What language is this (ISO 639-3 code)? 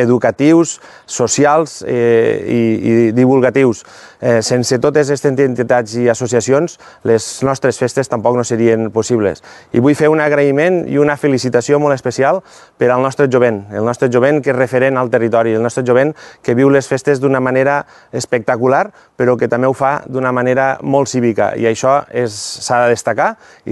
cat